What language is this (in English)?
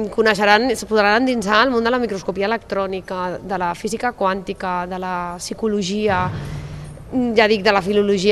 Catalan